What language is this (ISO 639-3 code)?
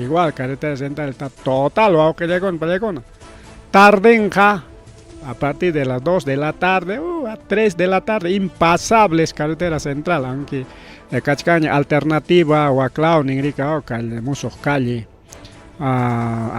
quy